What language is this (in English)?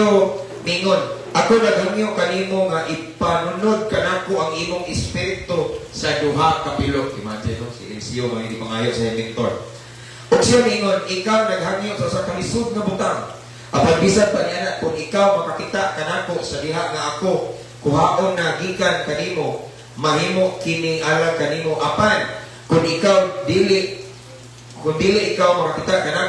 Cebuano